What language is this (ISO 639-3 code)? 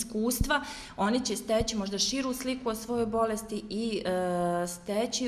bos